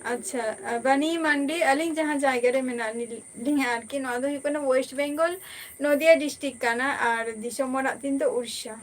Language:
Santali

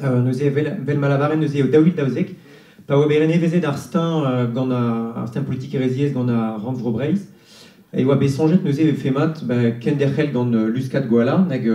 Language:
Breton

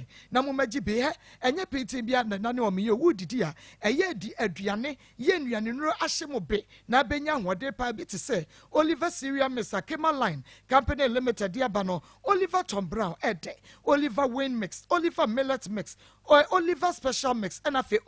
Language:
Akan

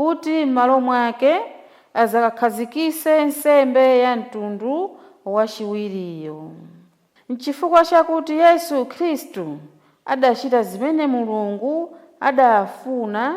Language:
Nyanja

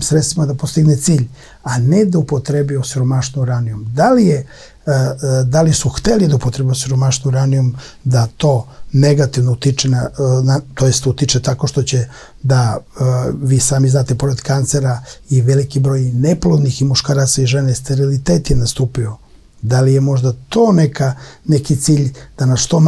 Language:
Serbian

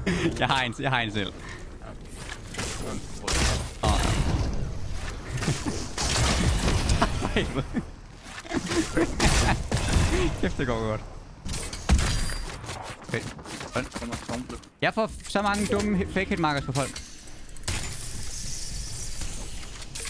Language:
Danish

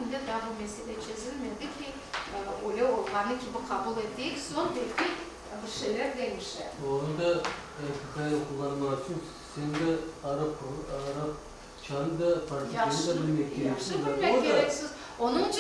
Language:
Crimean Tatar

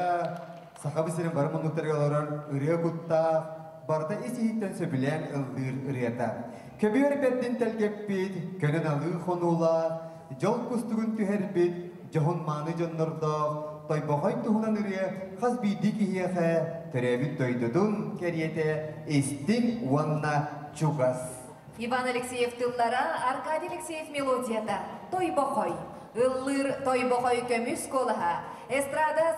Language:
Yakut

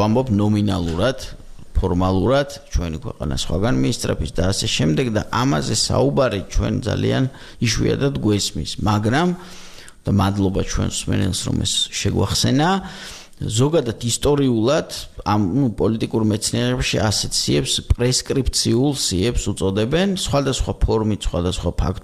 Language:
Georgian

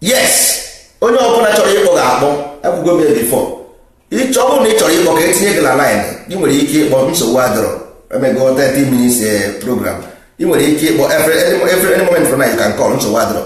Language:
Igbo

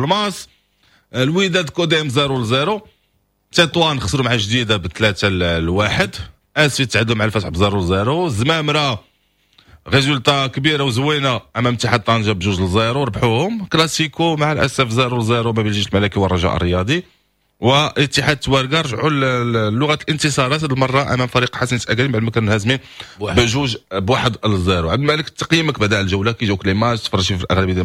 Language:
Moroccan Arabic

